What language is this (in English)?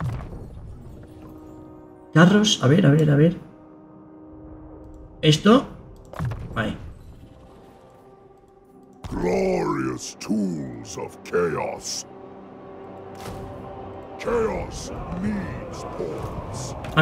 Spanish